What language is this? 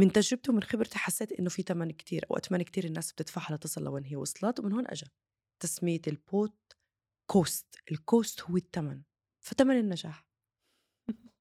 North Levantine Arabic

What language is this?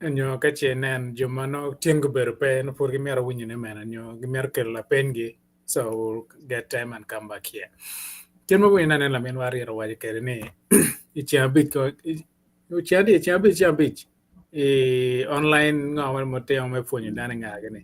Acoli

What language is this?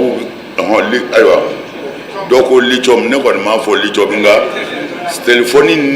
Bambara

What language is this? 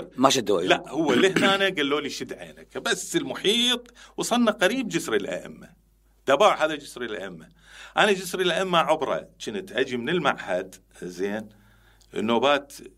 Mesopotamian Arabic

